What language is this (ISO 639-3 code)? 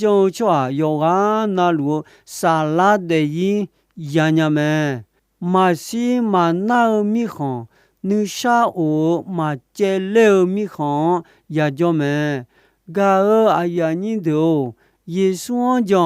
ahk